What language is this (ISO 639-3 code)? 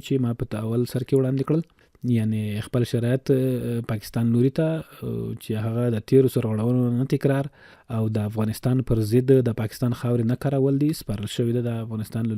pus